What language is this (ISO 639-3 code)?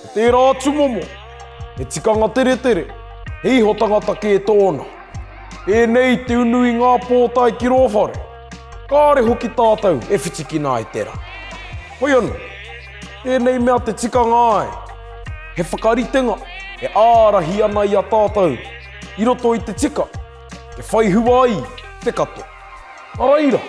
mri